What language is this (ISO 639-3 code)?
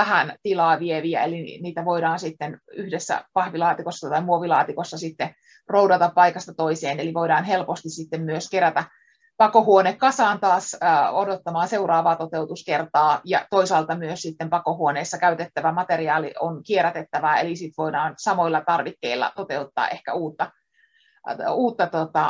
fin